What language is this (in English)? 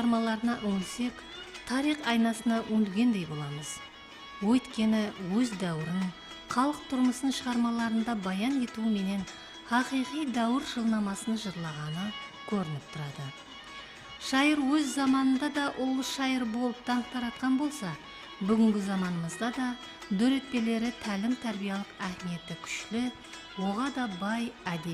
Kara-Kalpak